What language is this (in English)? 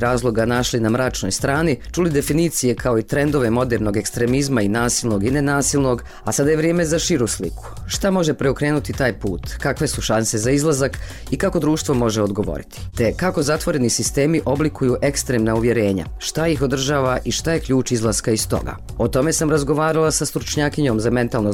Bosnian